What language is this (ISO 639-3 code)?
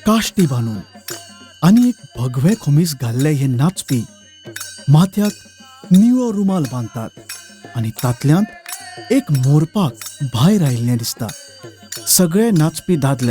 kok